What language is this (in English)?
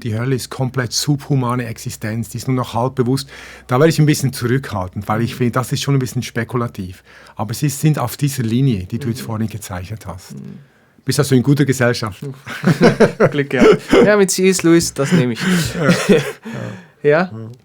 Swiss German